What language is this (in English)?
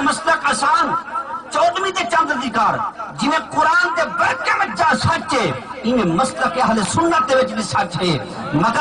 Saraiki